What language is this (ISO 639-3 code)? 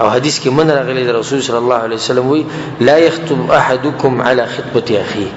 pus